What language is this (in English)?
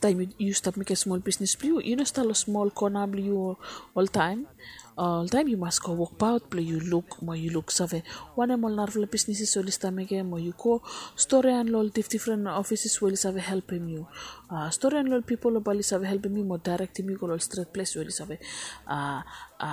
Bislama